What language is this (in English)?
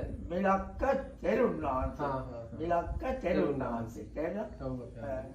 Sinhala